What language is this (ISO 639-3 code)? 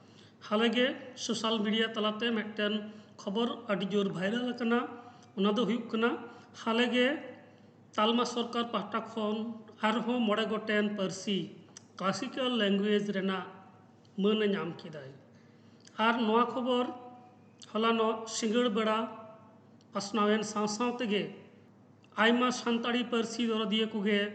sat